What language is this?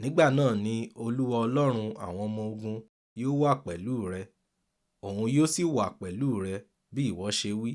Yoruba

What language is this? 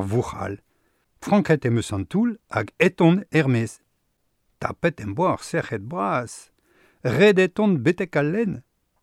Breton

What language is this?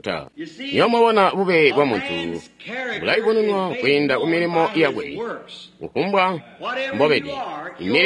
Tonga (Zambia)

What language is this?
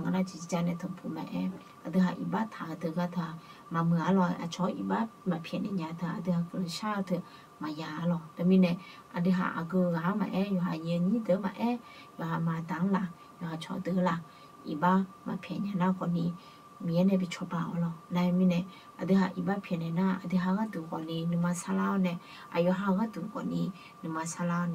Akha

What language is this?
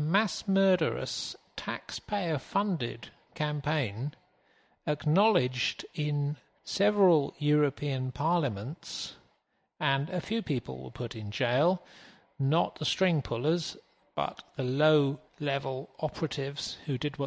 English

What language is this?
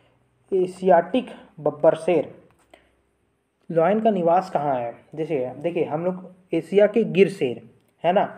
Hindi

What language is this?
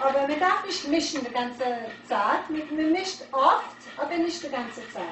Yiddish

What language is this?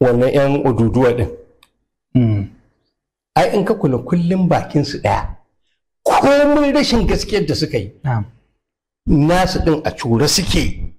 Hausa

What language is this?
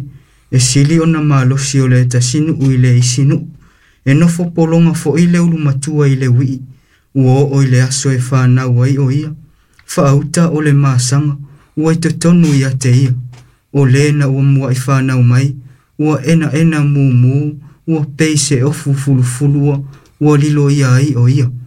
Samoan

